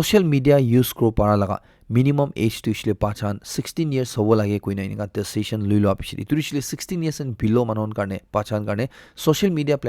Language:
Naga Pidgin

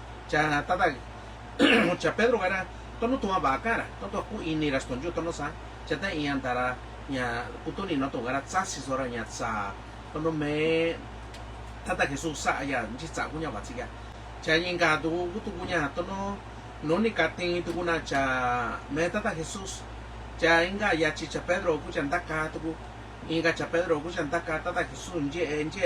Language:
Mixtepec Mixtec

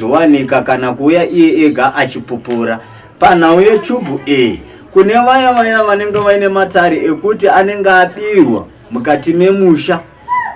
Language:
Shona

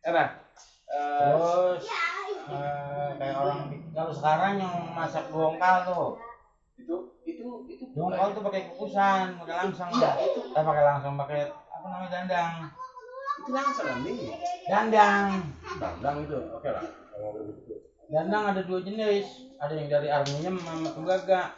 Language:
Betawi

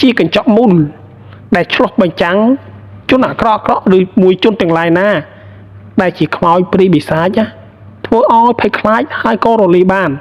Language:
Khmer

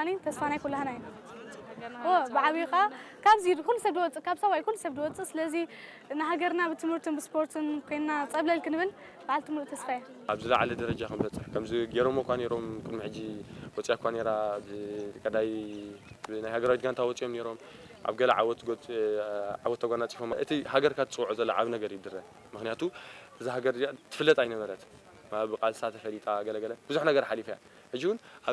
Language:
Tigrinya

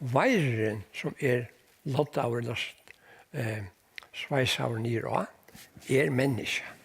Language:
Faroese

